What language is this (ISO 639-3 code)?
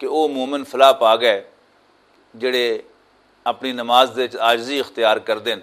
lah